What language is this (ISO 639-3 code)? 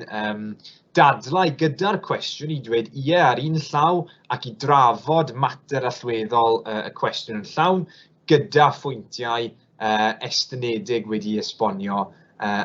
cym